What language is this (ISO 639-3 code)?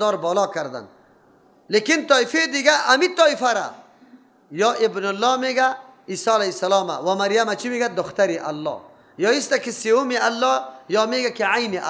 fas